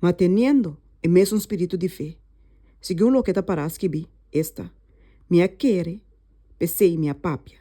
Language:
Papiamento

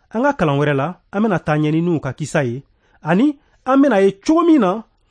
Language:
Bambara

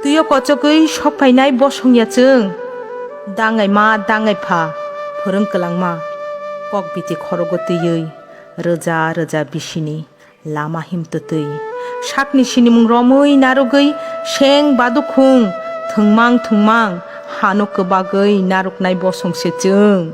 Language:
Kok Borok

